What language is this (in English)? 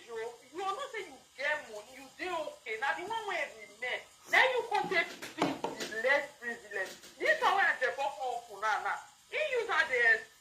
Nigerian Pidgin